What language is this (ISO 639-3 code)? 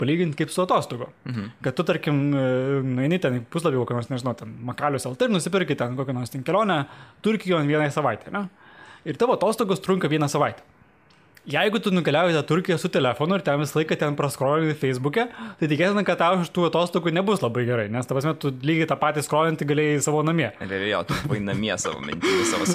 lit